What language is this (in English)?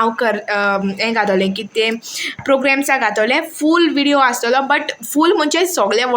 Konkani